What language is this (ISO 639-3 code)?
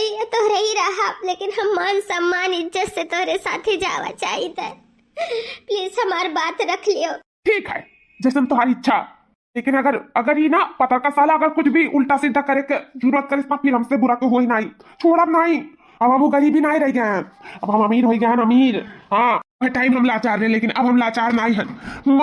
awa